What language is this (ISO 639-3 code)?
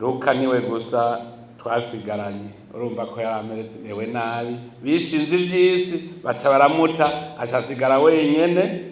run